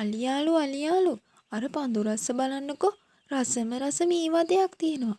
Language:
Sinhala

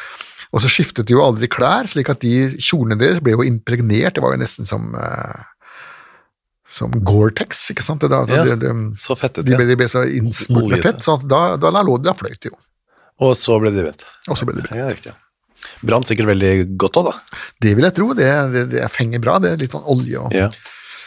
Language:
Norwegian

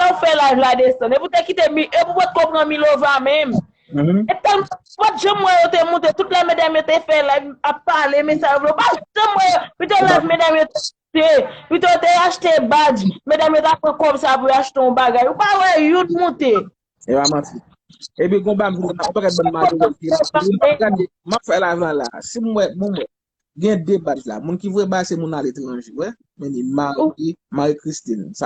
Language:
Haitian Creole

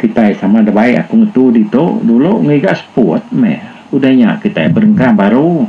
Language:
Iban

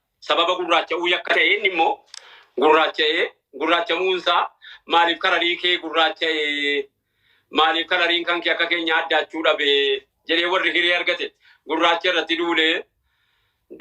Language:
Oromo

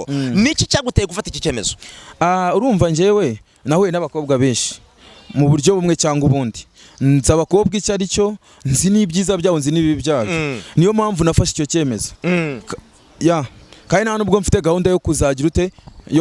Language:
Kinyarwanda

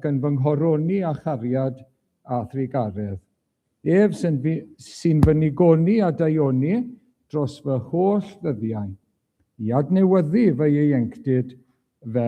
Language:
Welsh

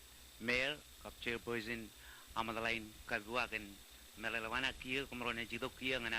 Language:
Marshallese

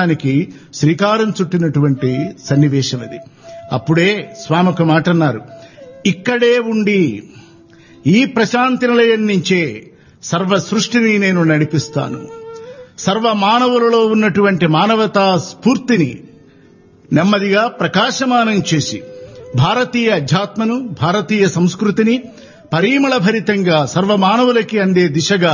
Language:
Telugu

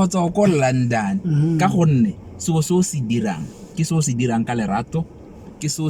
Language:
Tswana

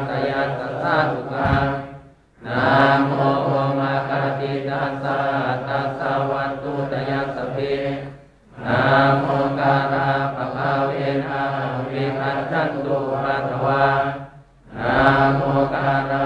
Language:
Pali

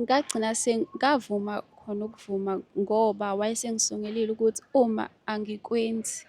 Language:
Zulu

